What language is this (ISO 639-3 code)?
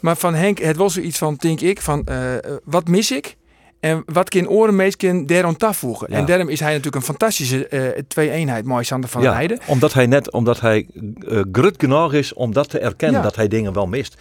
fry